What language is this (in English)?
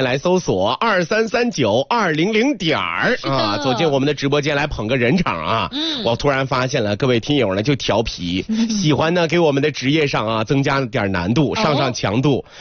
Chinese